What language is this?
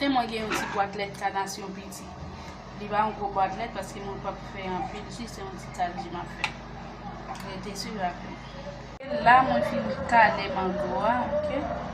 Haitian Creole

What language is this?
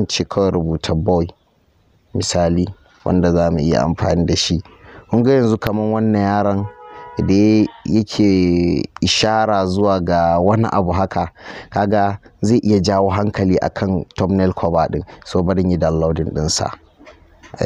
Hausa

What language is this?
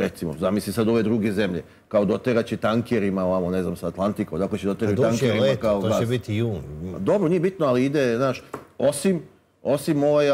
Serbian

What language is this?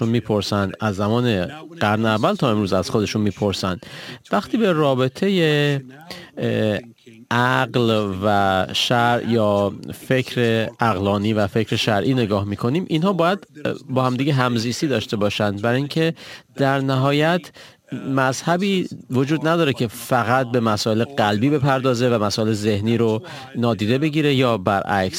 Persian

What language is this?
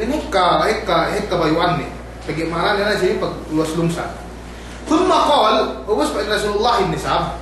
Yakan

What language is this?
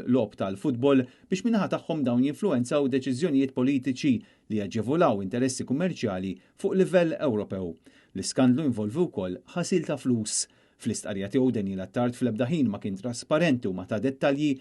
Maltese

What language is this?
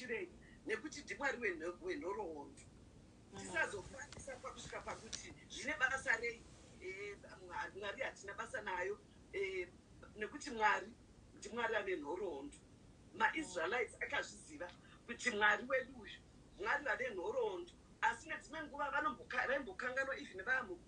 Shona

